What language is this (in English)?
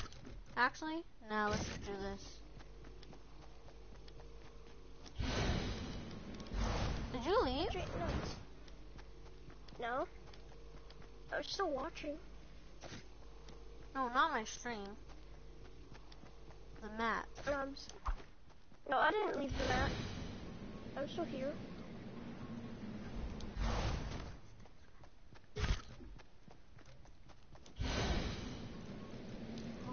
English